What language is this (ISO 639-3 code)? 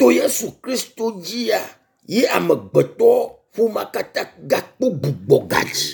ewe